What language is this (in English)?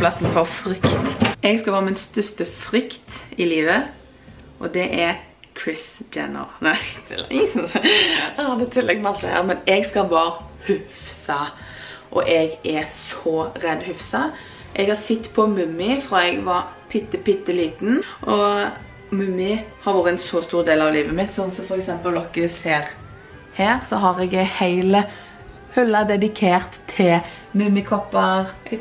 Norwegian